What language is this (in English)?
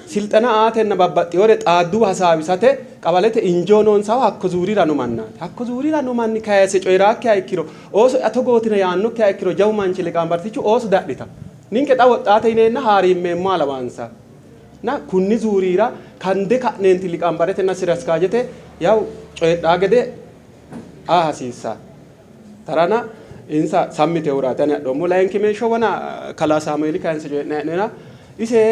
Sidamo